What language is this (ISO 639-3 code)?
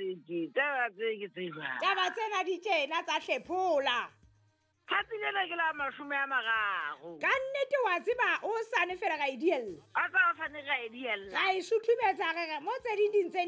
sot